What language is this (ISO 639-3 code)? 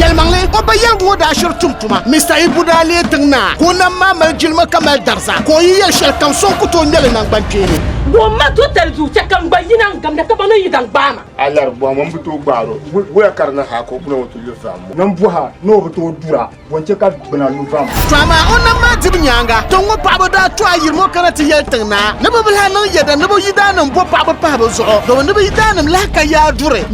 dag